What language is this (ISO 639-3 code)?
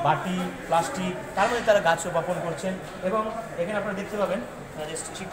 ben